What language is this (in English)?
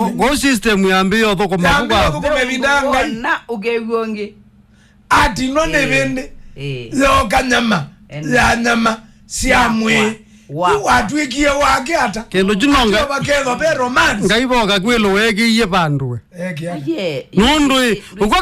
Kamba